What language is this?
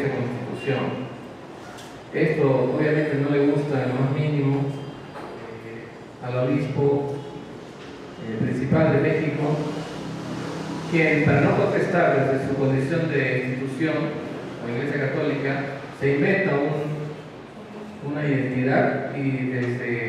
Spanish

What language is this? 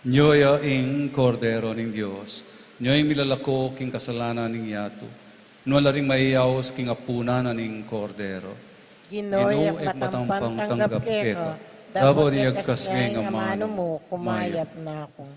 Pampanga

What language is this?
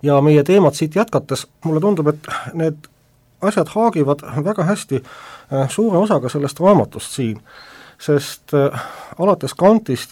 Estonian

